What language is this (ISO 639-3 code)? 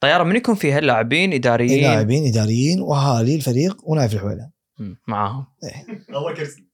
afb